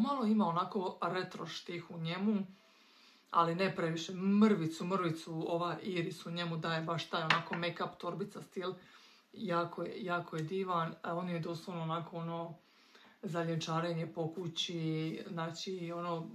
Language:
Croatian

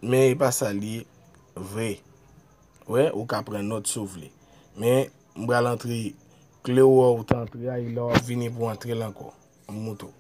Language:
Haitian Creole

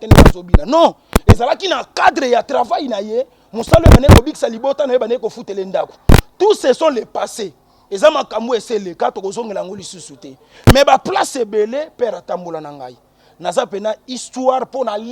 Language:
Lingala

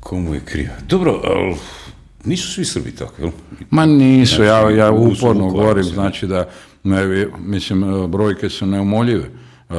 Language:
Croatian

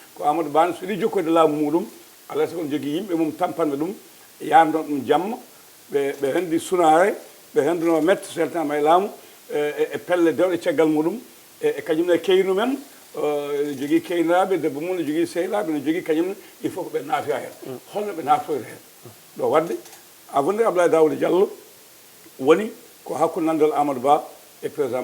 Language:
Fula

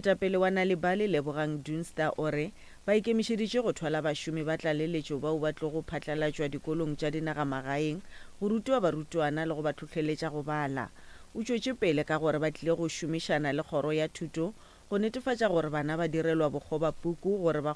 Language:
Northern Sotho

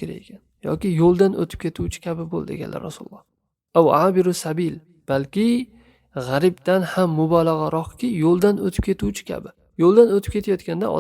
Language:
Uzbek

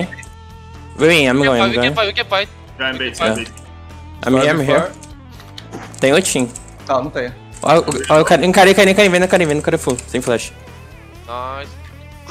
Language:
Portuguese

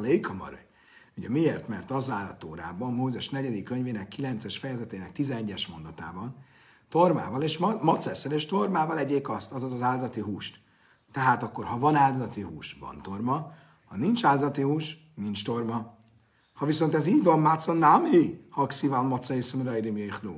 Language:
Hungarian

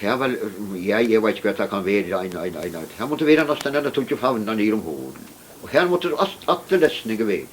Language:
Faroese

